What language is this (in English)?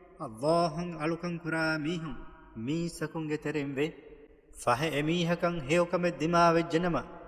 Divehi